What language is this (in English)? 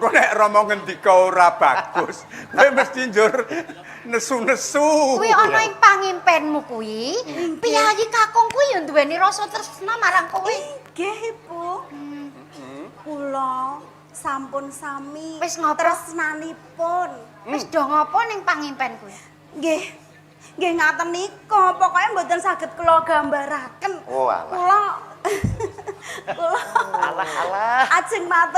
Javanese